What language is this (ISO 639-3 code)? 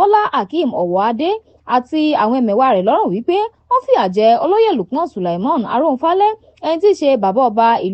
yor